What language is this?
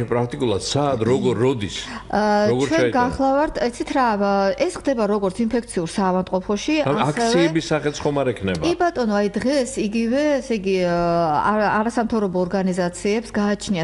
Georgian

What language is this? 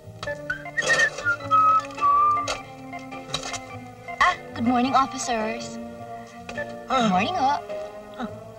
Filipino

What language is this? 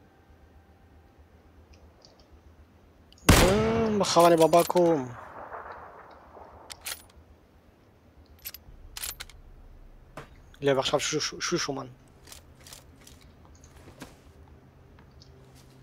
Hebrew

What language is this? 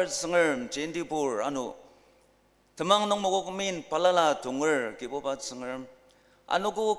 Ao Naga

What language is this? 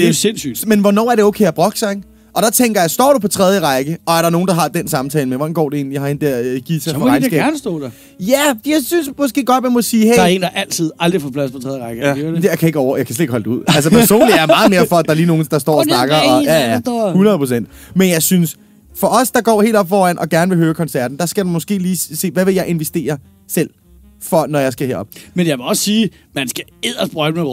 Danish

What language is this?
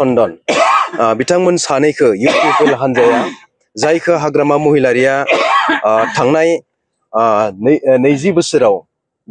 Bodo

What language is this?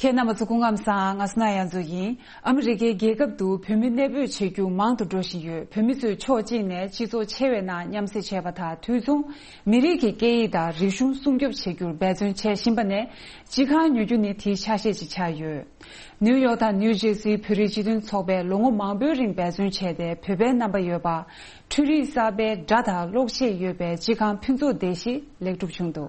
Tibetan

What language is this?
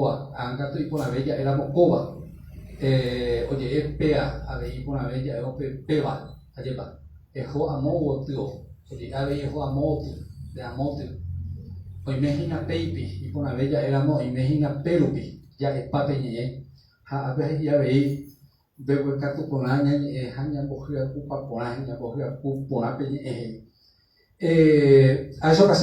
Guarani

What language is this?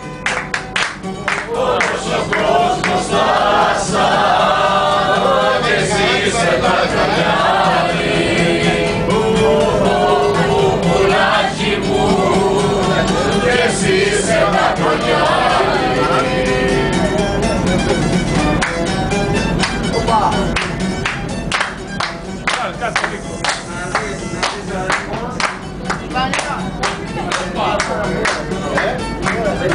Greek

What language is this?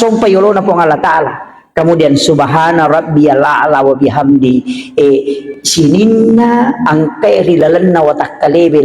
Buginese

